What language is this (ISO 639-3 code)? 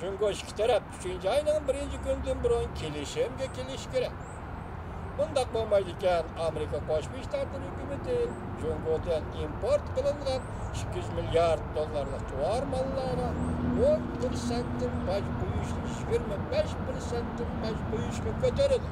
uig